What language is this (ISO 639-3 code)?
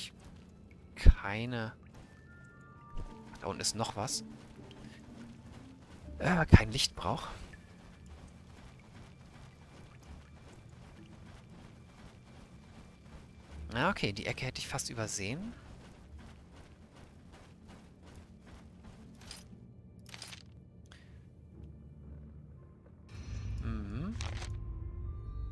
deu